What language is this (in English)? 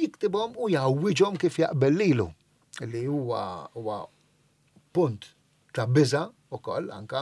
Maltese